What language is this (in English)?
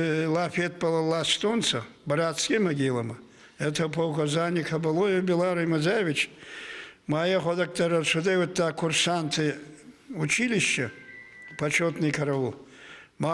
Ossetic